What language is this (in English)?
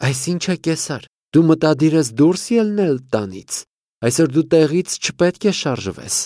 Armenian